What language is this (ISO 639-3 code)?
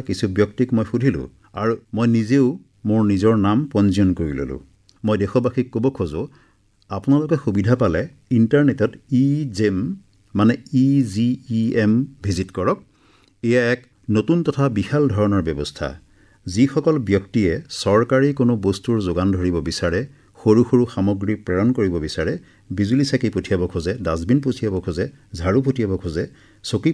asm